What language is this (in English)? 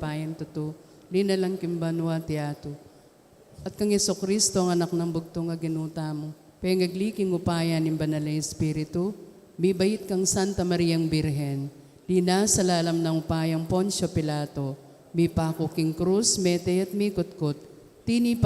Pampanga